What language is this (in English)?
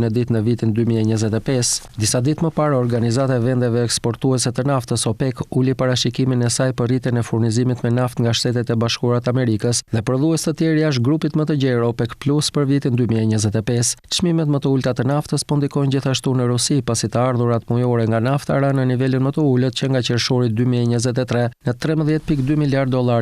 Albanian